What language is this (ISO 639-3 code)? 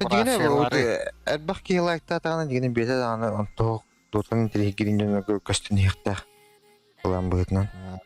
sah